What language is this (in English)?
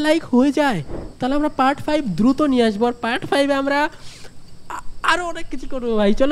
Bangla